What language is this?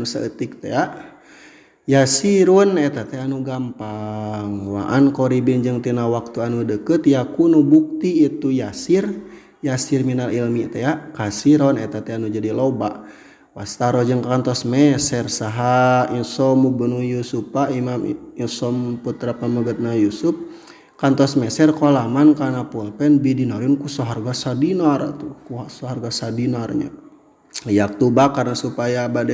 Sundanese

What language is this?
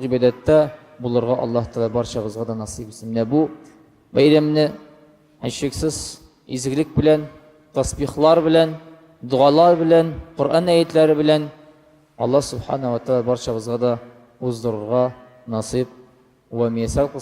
Tatar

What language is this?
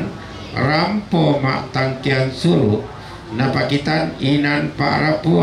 Toraja-Sa'dan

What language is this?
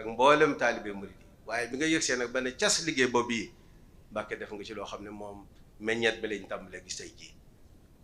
Wolof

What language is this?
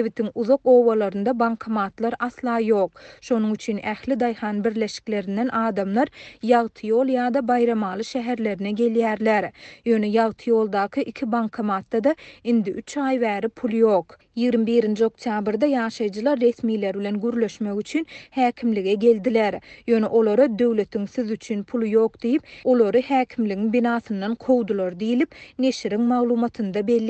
Turkmen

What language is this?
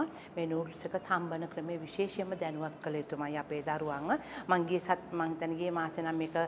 Sinhala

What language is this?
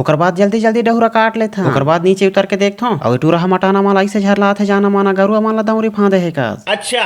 Chhattisgarhi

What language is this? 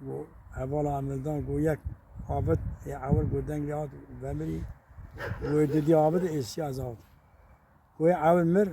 Kurdish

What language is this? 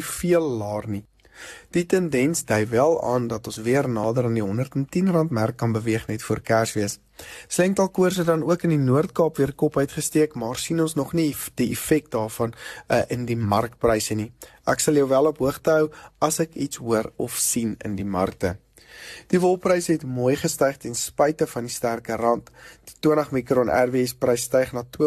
Afrikaans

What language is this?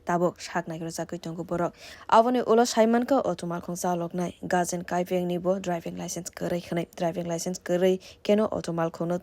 Kok Borok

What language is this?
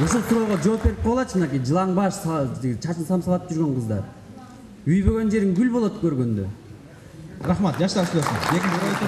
Kyrgyz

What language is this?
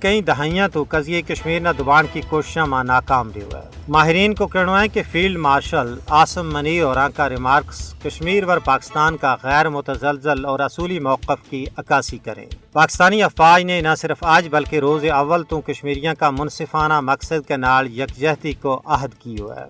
Gujari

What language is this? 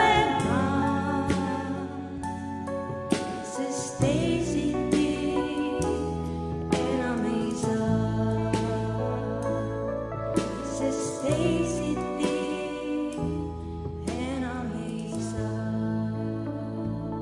Estonian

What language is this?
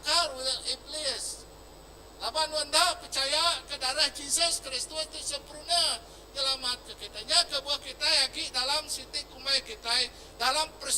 Iban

